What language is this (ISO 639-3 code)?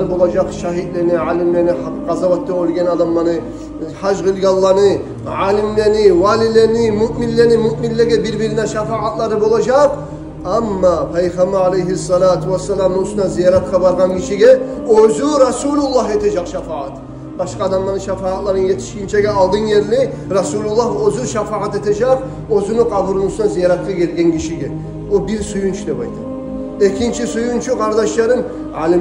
kum